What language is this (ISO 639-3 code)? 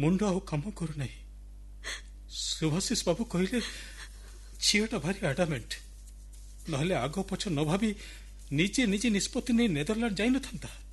ori